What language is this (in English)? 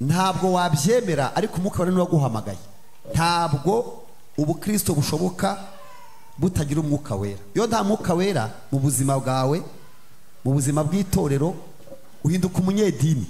Kinyarwanda